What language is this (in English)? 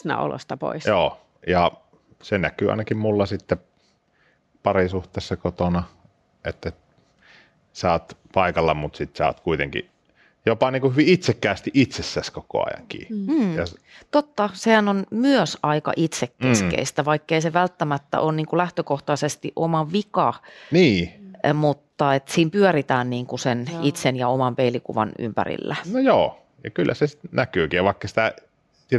Finnish